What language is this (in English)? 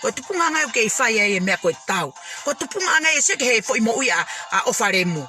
Tongan